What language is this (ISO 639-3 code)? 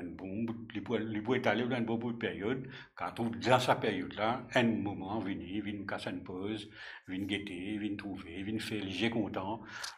mfe